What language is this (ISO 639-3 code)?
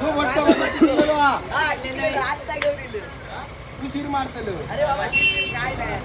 kok